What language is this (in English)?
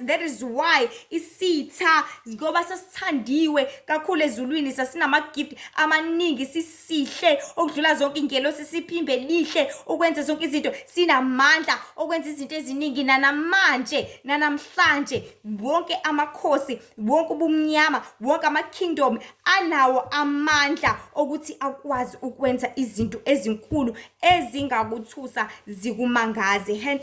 Zulu